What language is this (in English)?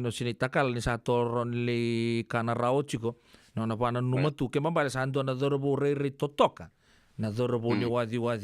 Fijian